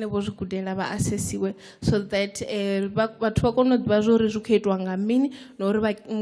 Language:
Venda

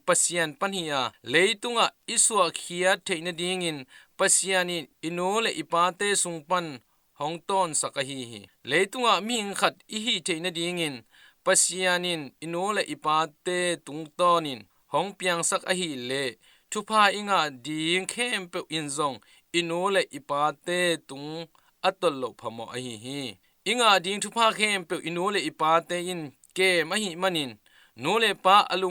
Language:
Tedim Chin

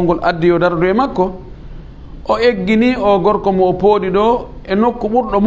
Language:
Fula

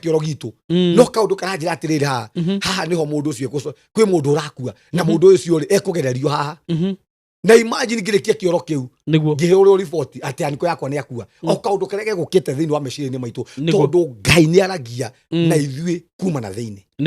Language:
Kikuyu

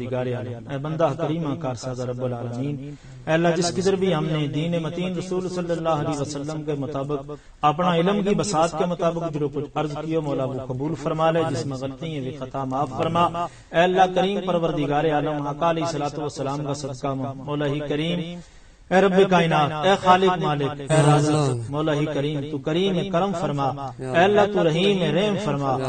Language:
Gujari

